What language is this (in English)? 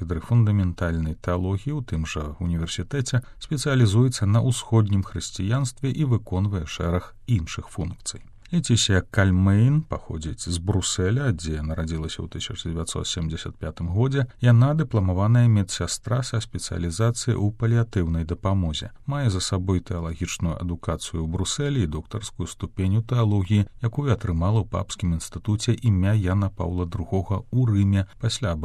Belarusian